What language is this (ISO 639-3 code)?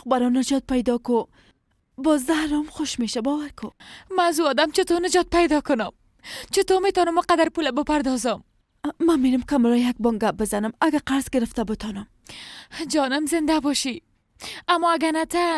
fas